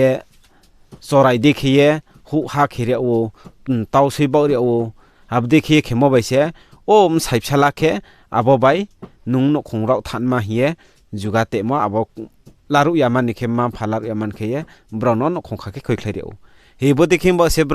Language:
Riang (India)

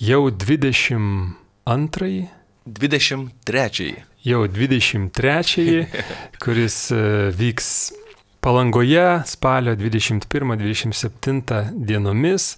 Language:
Lithuanian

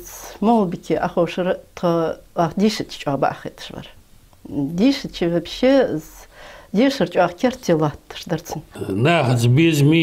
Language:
Ingush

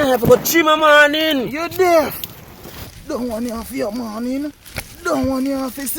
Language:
Jamaican Creole English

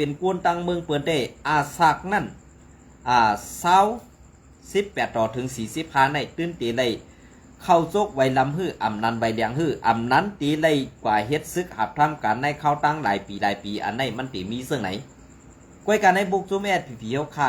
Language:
Shan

